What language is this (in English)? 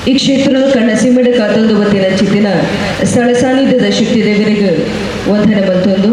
Tulu